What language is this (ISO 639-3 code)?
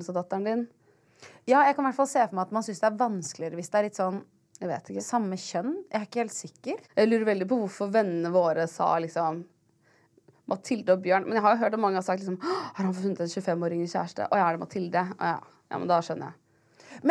nor